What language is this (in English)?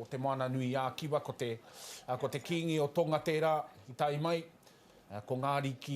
Māori